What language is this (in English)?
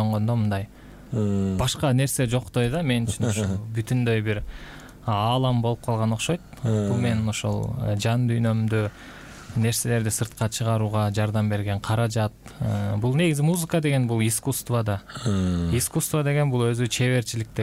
Kyrgyz